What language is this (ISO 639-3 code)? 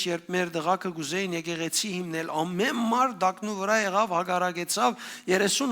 hyw